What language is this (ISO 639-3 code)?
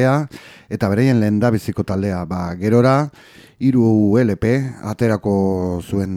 eus